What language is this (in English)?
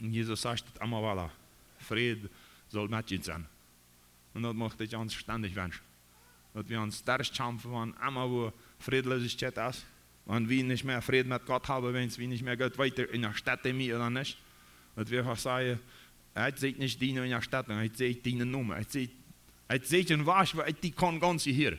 Plautdietsch